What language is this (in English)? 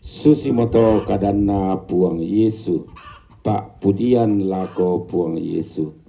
Toraja-Sa'dan